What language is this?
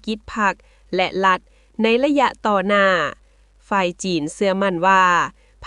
Lao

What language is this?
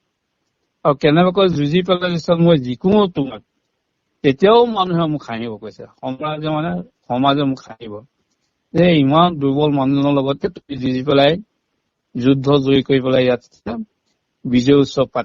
Assamese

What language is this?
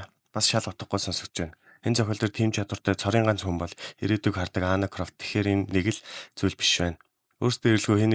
Mongolian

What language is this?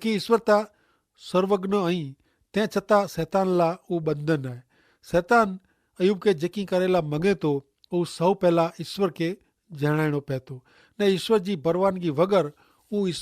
Kachhi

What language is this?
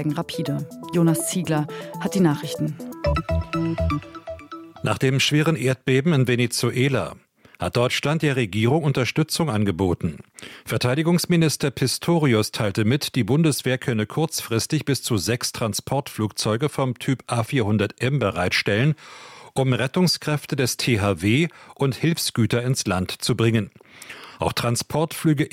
German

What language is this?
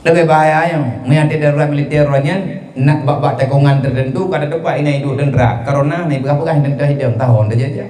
Achinese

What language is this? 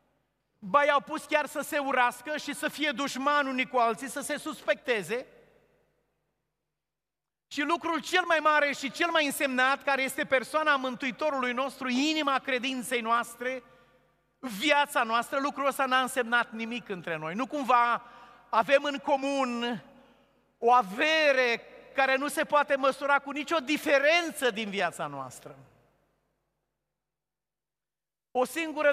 Romanian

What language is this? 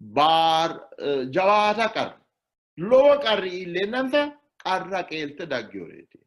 Sidamo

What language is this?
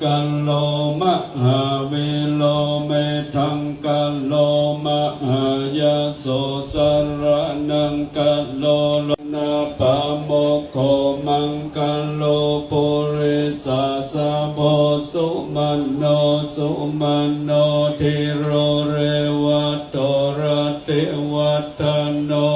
Pali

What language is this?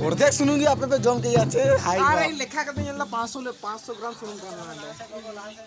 Santali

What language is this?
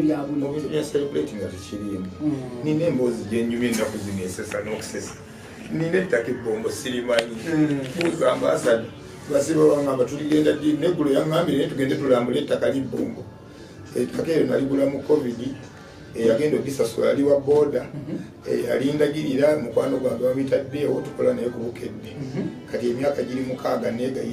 Ganda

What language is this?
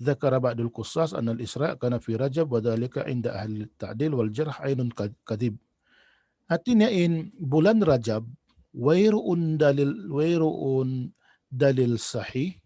Tausug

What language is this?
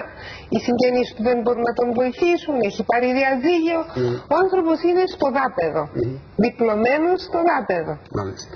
Greek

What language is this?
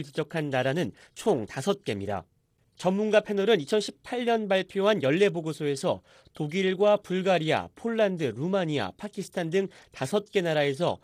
Korean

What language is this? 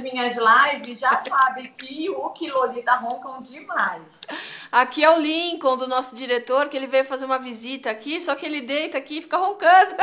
Portuguese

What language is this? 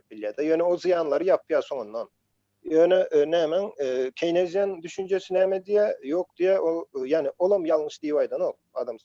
Turkmen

